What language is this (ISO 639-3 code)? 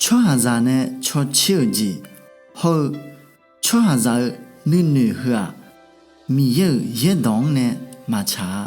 ahk